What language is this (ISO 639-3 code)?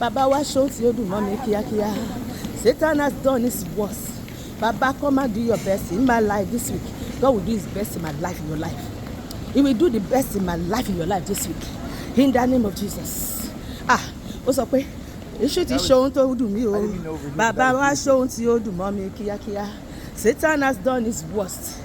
yor